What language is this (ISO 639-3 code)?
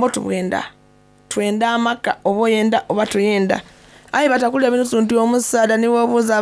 xog